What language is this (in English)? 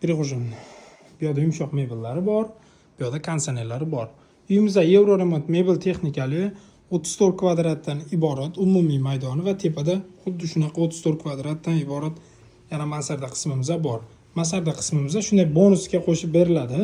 Uzbek